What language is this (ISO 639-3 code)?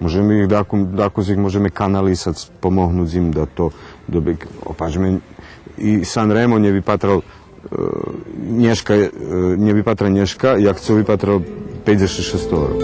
rue